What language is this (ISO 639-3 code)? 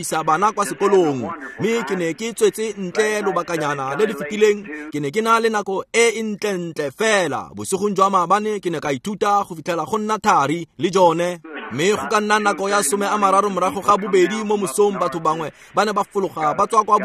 tsn